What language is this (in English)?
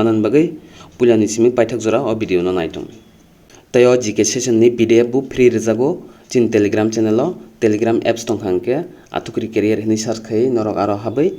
Kok Borok